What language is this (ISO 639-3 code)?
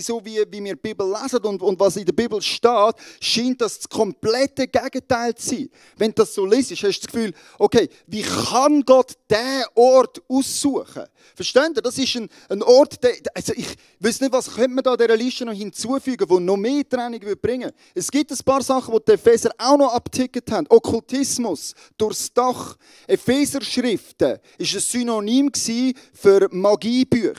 gsw